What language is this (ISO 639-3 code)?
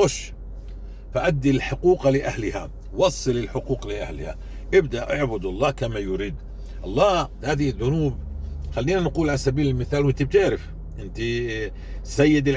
apc